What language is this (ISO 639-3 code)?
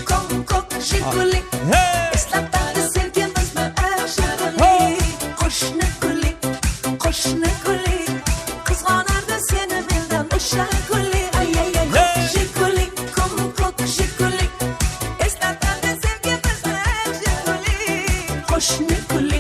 kaa